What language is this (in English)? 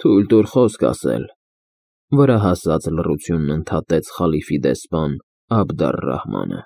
Armenian